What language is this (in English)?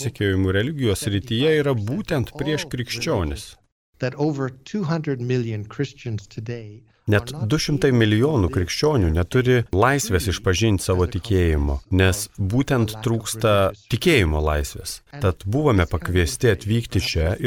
Lithuanian